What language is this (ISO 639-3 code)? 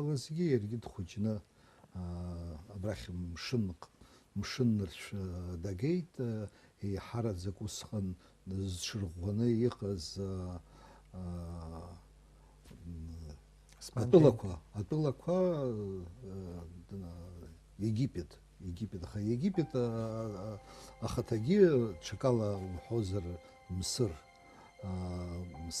abk